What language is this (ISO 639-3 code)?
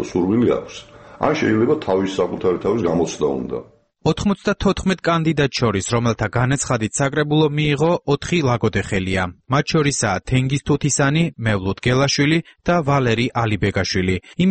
kat